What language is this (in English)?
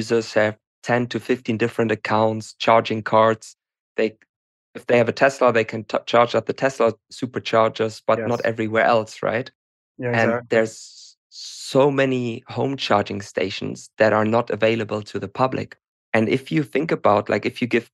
English